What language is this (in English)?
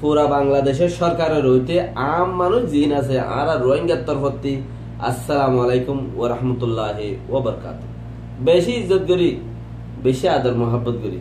Rohingya